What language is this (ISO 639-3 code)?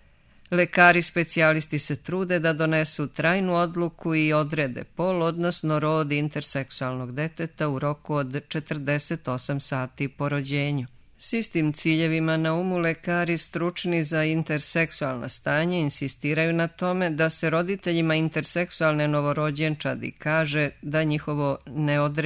srp